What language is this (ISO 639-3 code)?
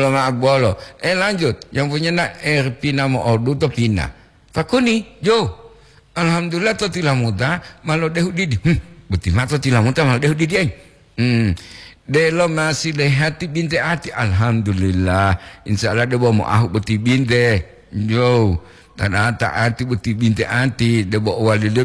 gor